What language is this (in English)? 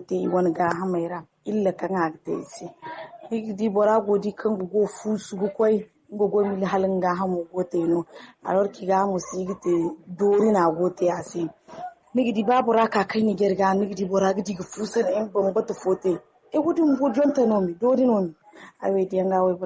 Zarma